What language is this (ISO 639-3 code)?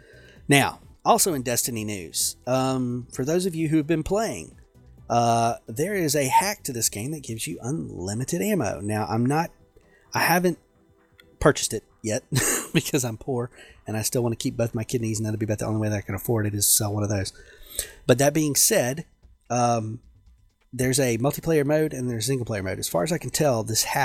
eng